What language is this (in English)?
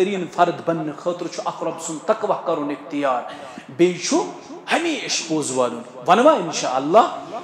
Kashmiri